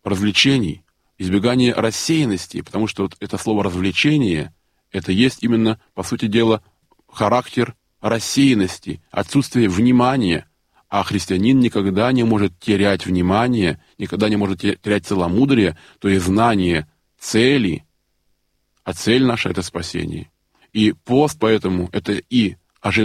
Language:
Russian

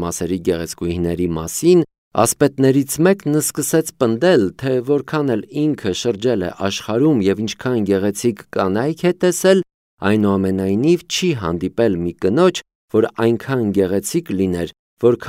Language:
Armenian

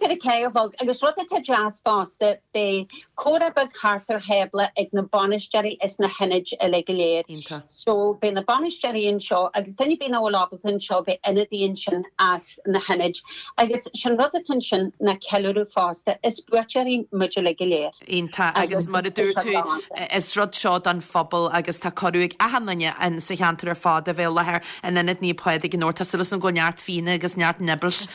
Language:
Irish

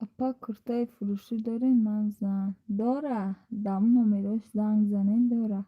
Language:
Tajik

